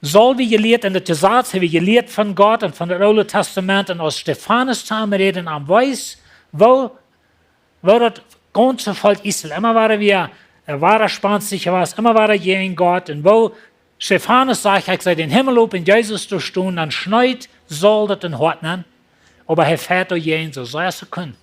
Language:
Plautdietsch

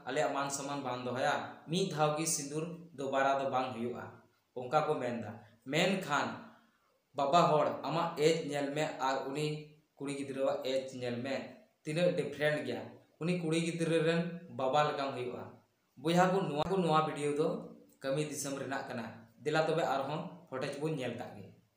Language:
Santali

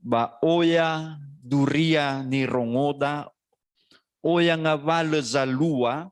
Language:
Nias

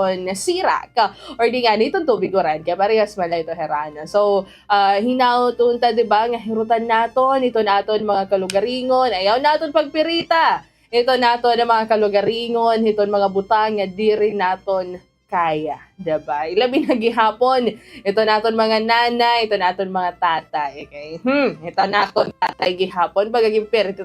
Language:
Waray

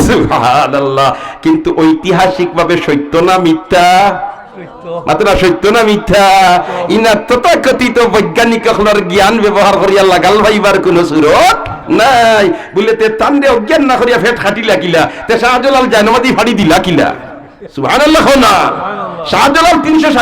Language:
Sylheti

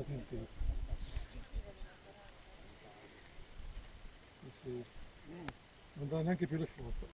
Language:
Italian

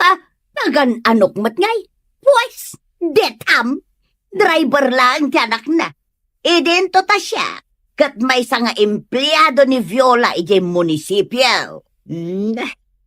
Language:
Iloko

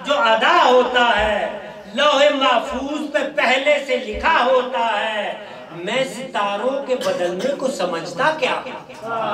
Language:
Urdu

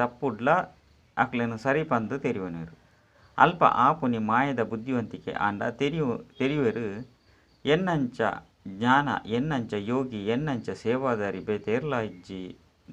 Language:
Tulu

